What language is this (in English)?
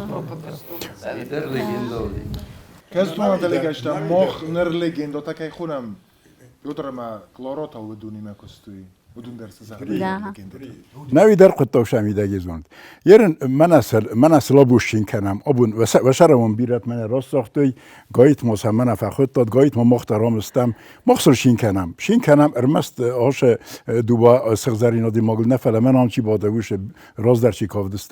Ossetic